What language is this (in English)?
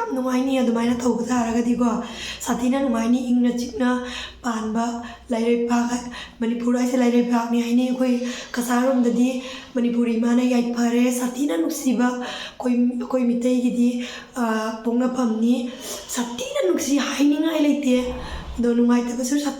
Manipuri